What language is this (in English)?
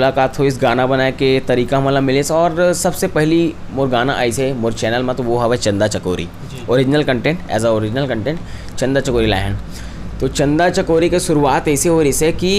Chhattisgarhi